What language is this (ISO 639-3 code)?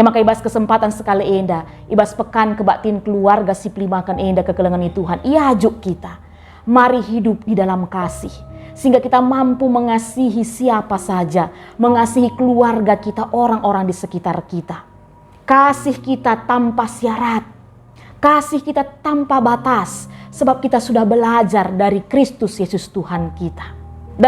btx